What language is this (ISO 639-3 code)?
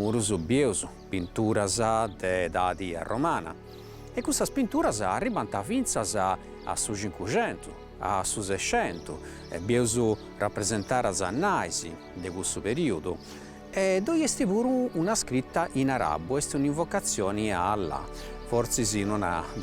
srd